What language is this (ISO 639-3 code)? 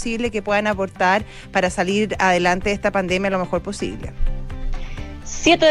spa